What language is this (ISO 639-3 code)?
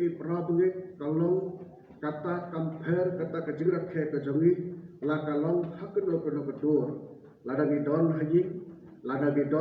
kha